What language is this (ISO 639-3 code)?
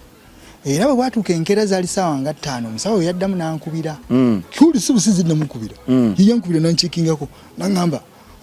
lug